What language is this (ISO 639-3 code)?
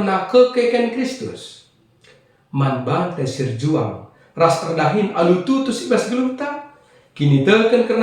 btx